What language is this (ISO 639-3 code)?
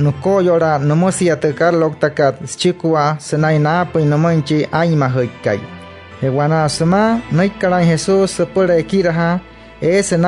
guc